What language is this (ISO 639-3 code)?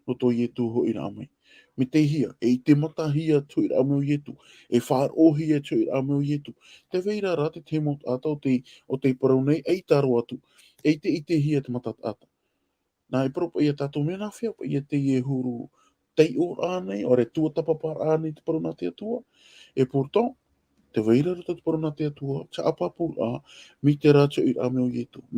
tah